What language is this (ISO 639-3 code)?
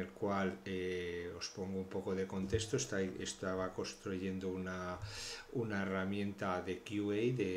spa